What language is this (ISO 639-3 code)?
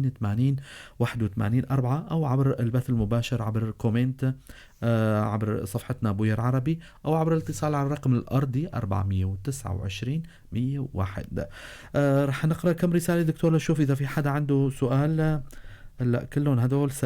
apc